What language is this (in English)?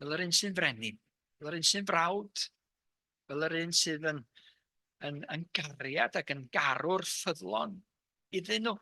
Welsh